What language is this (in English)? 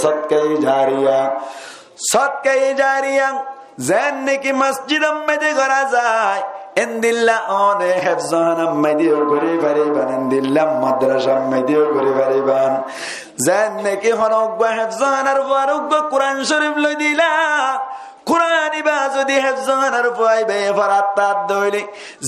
Rohingya